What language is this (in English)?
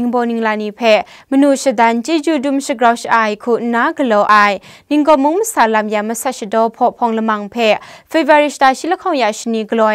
Kachin